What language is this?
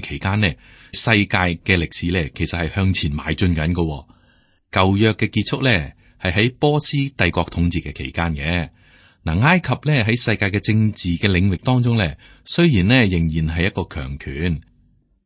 Cantonese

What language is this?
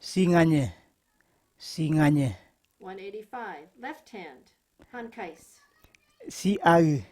Kamasau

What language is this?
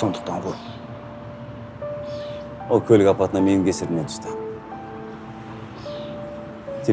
Kazakh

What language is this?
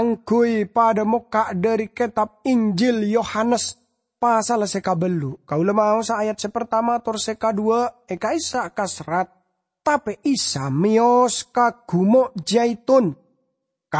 Madurese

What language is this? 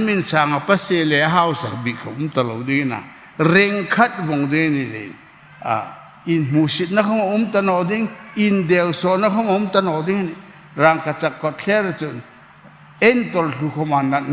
Hmar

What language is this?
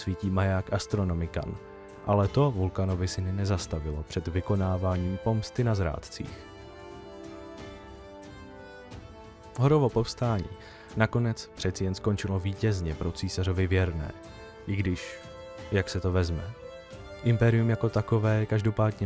Czech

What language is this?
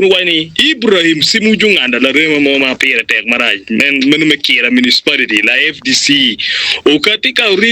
Acoli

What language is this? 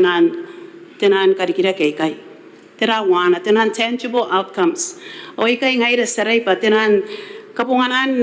Gilbertese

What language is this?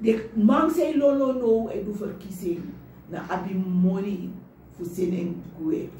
Sranan Tongo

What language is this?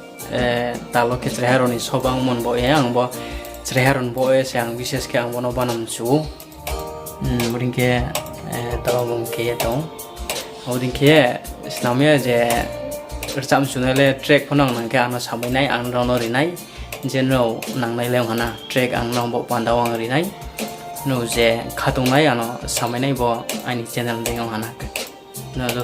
Riang (India)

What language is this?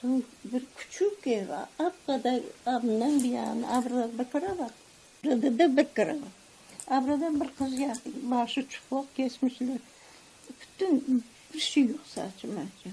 Crimean Tatar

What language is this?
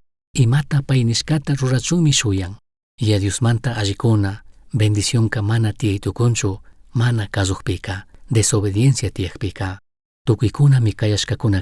Chimborazo Highland Quichua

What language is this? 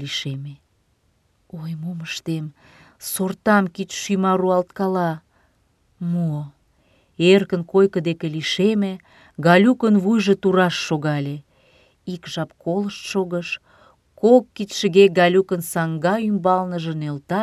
Mari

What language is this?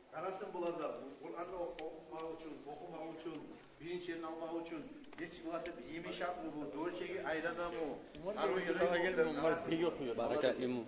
Kumyk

